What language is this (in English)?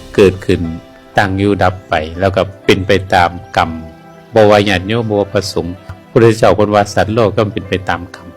Northeastern Thai